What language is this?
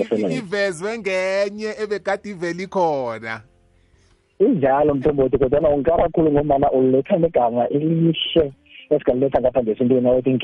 South Ndebele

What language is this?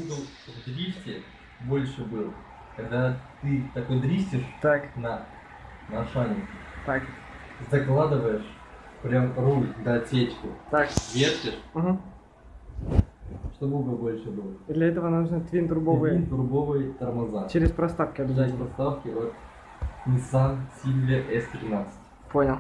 Russian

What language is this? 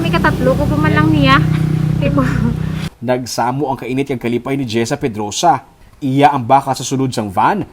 Hiligaynon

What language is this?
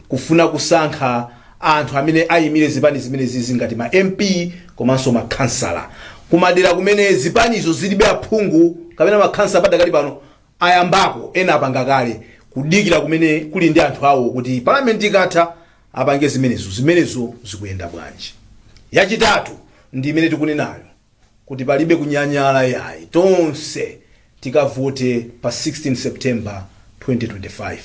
Nyanja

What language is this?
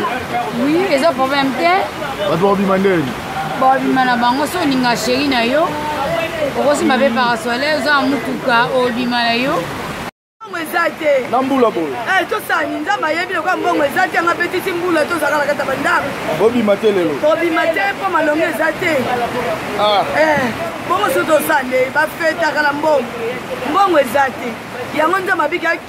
Lingala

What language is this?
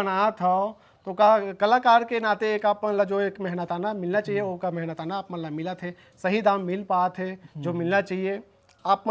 Chhattisgarhi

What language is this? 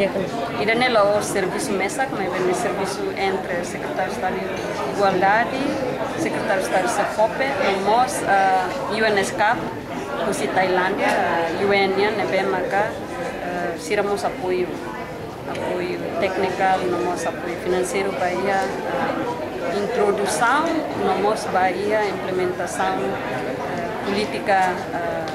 Tetum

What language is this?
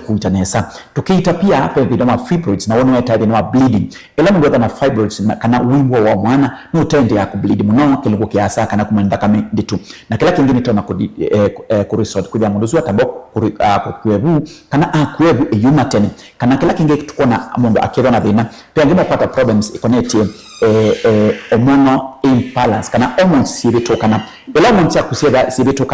Kamba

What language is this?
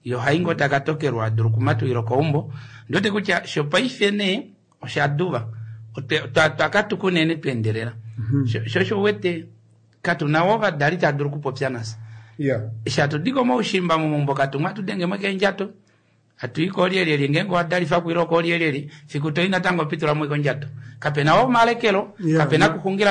Kuanyama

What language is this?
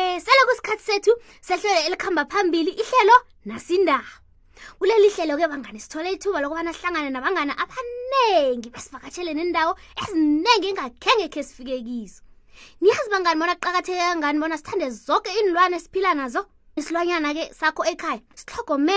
South Ndebele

